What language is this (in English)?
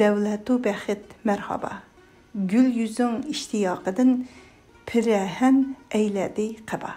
Uyghur